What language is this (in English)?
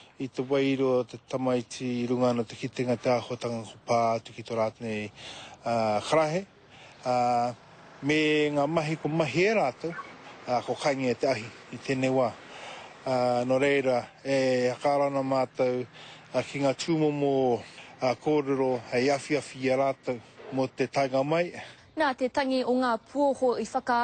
Māori